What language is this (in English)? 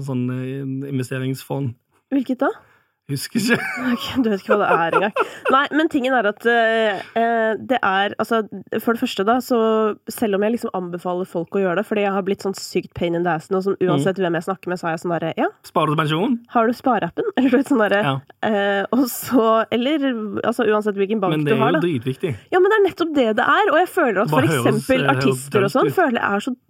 Norwegian